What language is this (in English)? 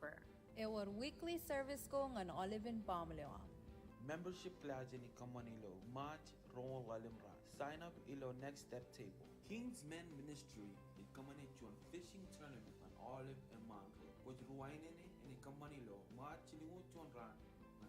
Marshallese